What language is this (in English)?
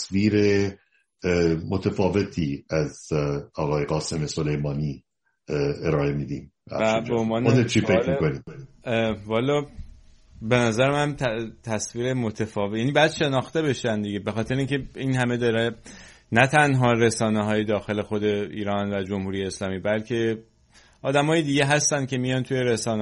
Persian